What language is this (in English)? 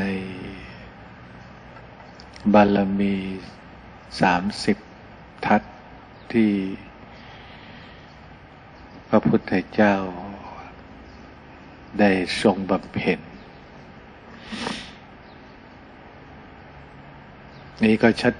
Thai